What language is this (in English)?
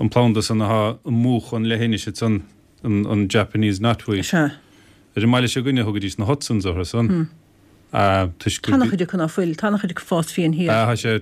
Irish